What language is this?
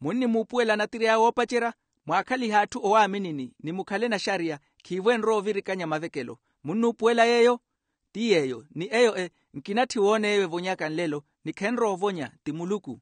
Makhuwa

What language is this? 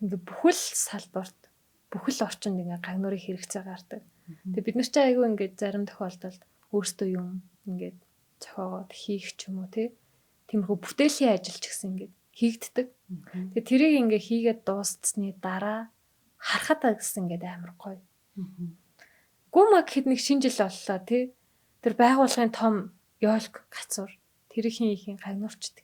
Mongolian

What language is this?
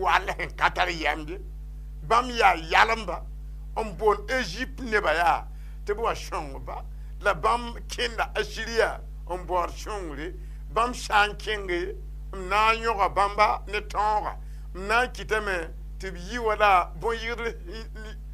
Mossi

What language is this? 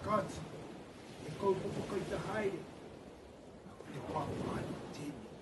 Māori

